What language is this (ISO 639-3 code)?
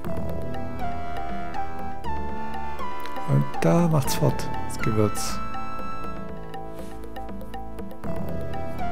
deu